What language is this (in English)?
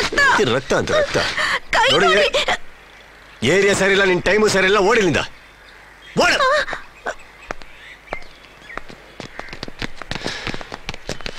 Kannada